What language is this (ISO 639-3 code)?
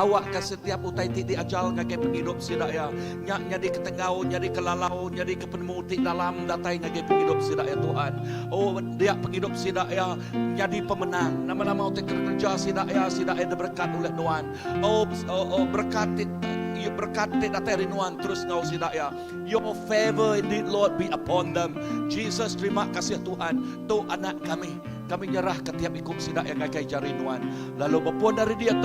iba